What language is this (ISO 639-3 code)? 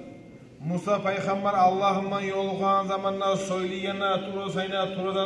kum